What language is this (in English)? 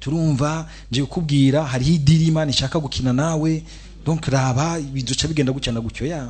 Rundi